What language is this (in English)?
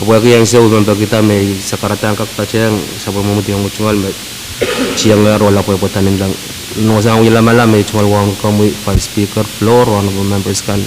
Pohnpeian